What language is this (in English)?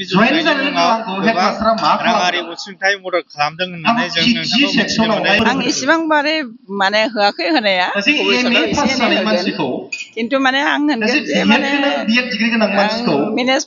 Bodo